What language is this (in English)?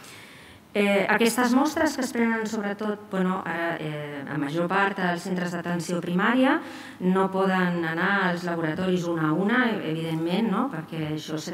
Catalan